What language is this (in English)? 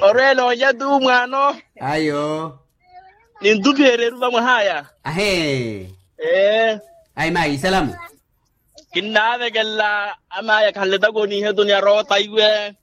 Makhuwa